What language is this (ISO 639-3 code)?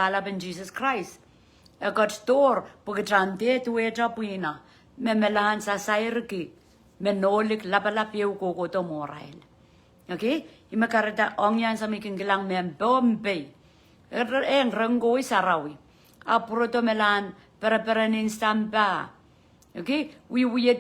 pon